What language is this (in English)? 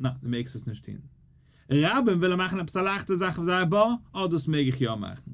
Yiddish